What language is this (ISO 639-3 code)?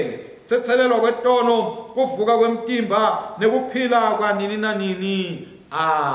ssw